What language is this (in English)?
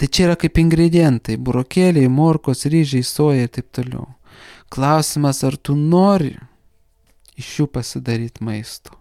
Lithuanian